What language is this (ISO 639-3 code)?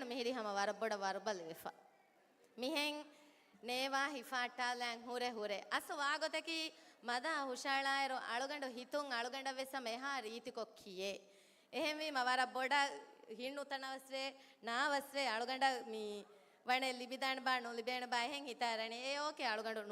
div